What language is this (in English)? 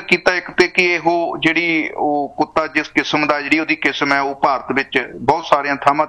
Punjabi